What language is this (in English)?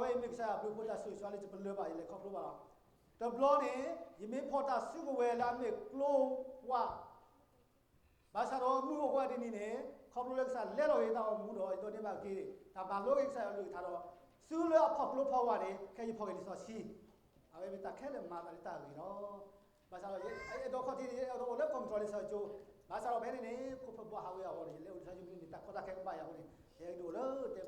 S'gaw Karen